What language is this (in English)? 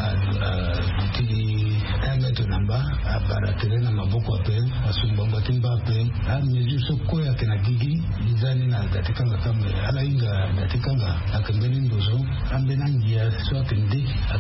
Sango